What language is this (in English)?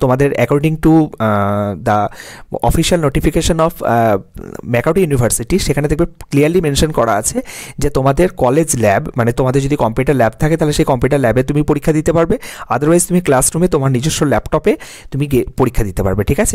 Bangla